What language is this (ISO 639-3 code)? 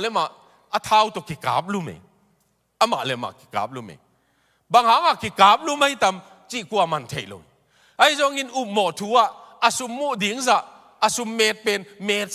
ctd